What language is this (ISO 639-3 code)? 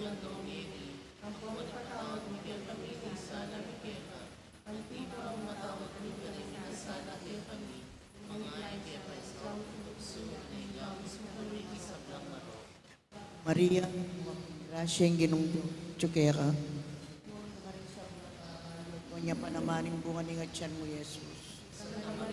pam